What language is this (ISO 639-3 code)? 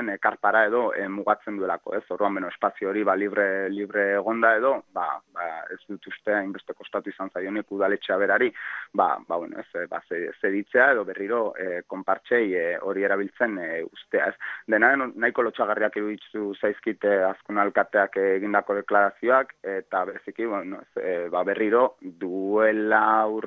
eus